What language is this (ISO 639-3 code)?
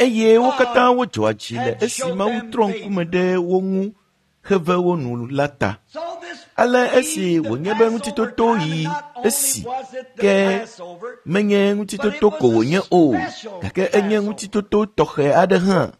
ewe